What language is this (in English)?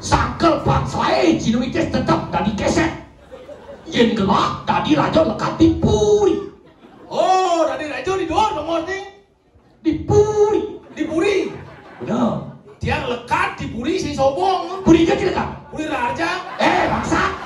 Balinese